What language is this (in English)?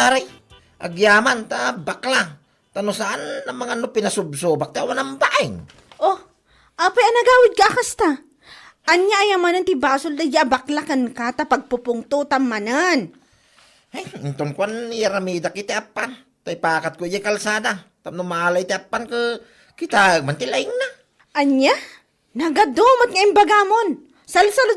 Iloko